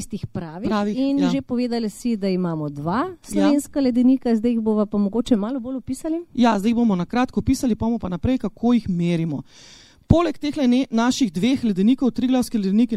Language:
Slovenian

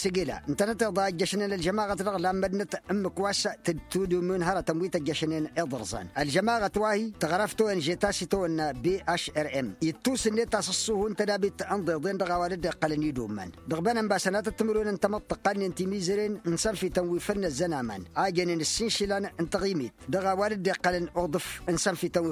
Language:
Tamasheq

